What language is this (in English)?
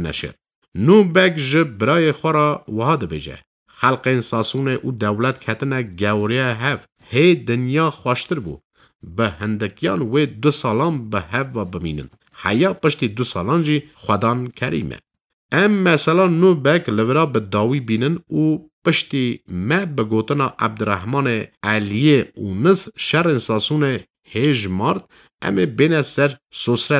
Kurdish